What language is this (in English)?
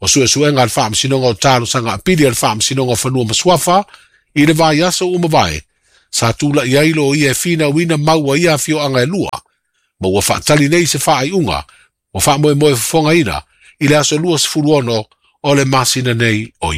Samoan